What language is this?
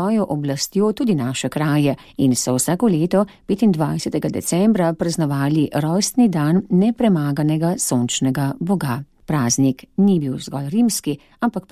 Slovenian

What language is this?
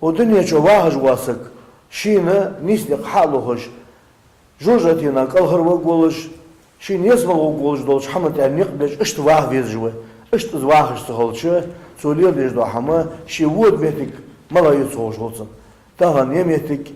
Ingush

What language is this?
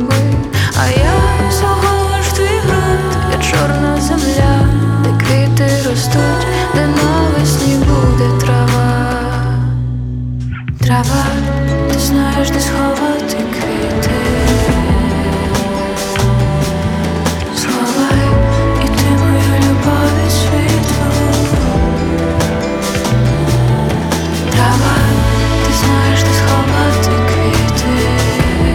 Ukrainian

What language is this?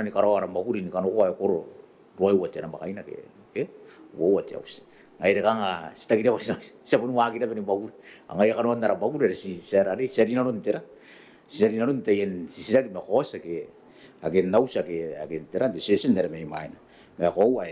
Gilbertese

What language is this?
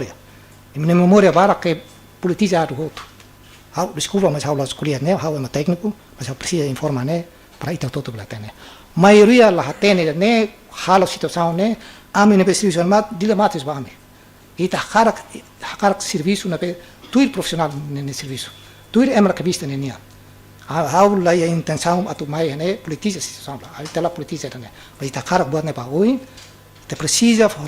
Tetum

